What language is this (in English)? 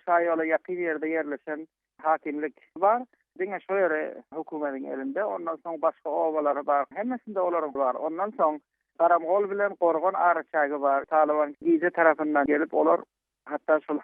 Turkmen